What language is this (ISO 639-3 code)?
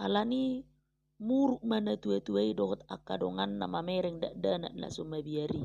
bbc